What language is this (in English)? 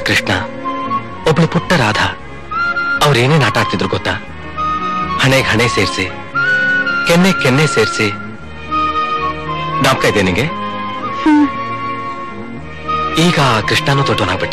Kannada